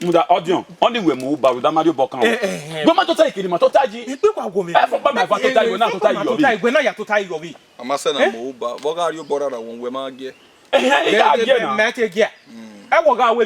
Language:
Bini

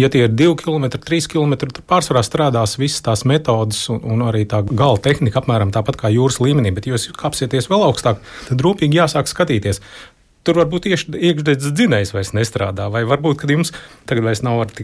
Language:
Latvian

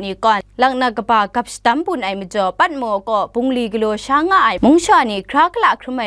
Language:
Kachin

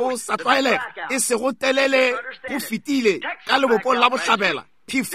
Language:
Northern Sotho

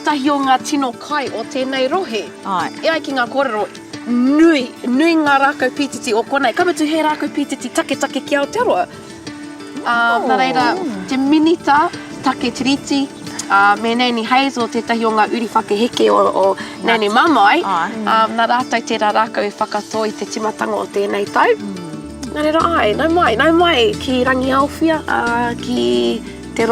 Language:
Māori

